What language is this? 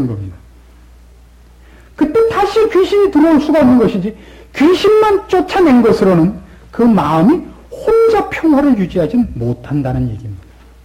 Korean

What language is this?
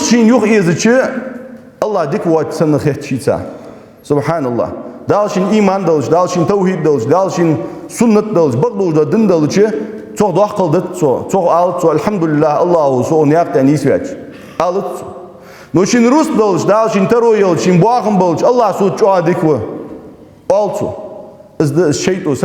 Ingush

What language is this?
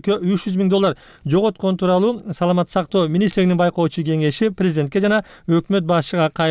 Kyrgyz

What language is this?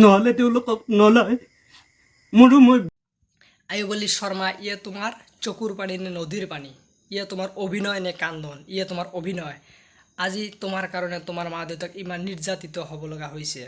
Assamese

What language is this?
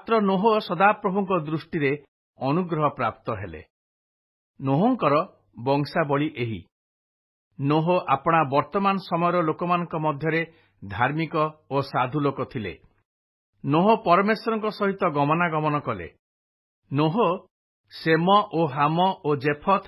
Odia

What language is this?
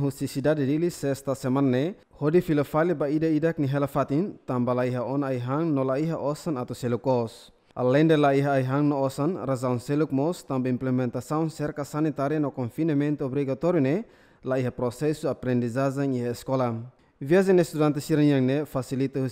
Tetum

